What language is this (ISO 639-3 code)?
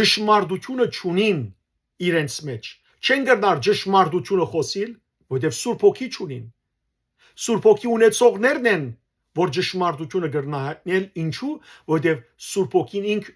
hyw